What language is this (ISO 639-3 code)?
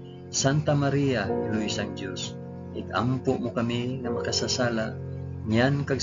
hil